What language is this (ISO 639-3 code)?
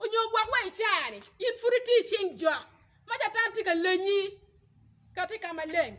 ach